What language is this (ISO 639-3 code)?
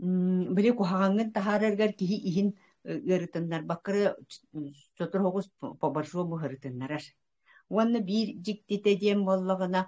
sah